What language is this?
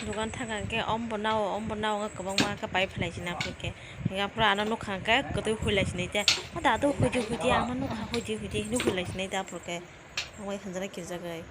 Kok Borok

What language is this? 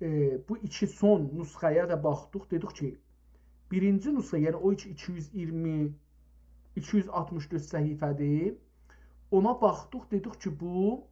South Azerbaijani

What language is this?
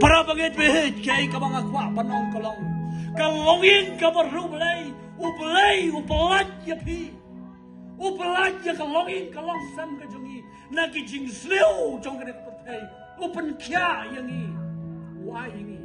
Khasi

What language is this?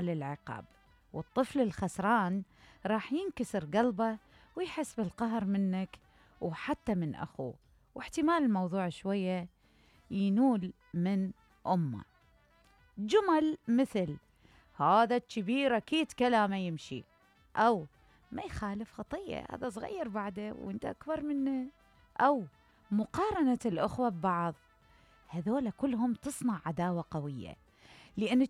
Mesopotamian Arabic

